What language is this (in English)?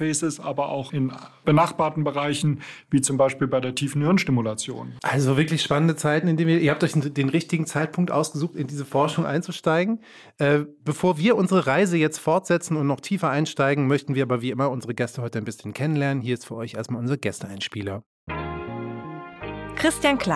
German